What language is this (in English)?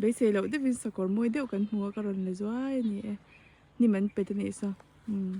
Mizo